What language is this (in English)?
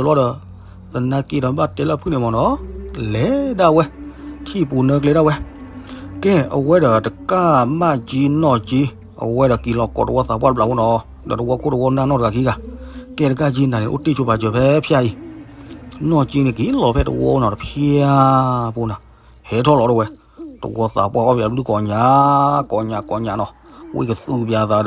S'gaw Karen